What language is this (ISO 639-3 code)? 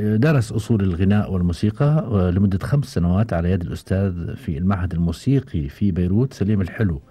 afb